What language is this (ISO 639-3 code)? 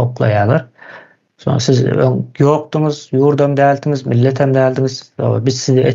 tuk